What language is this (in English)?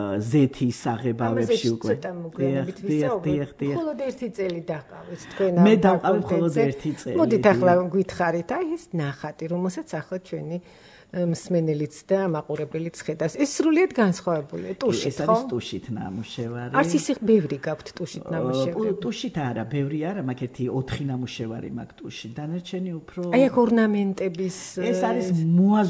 Georgian